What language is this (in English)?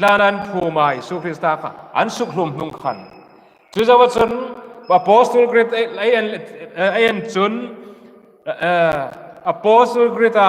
Hmar